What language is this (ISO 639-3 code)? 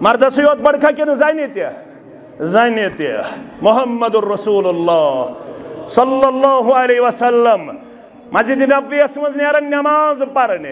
kas